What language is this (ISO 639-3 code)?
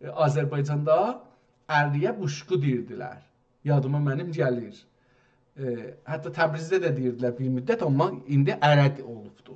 azb